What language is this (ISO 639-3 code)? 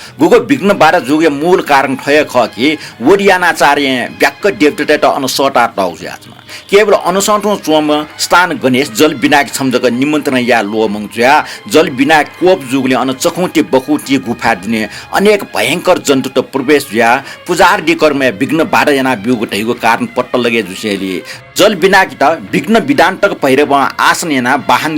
new